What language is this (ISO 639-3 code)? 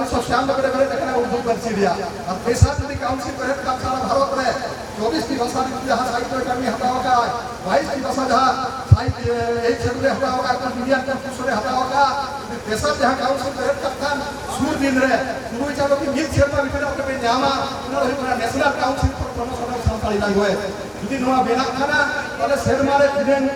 sat